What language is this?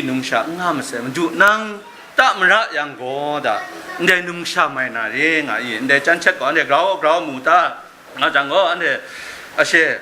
Kachin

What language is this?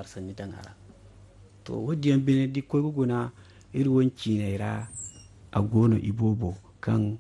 Zarma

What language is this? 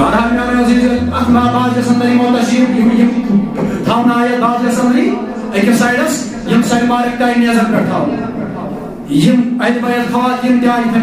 Kashmiri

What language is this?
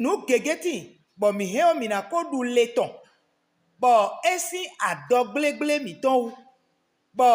Fon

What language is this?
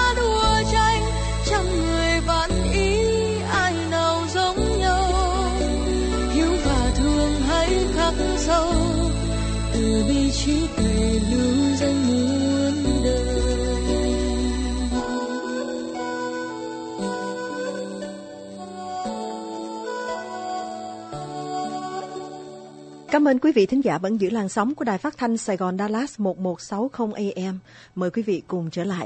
Vietnamese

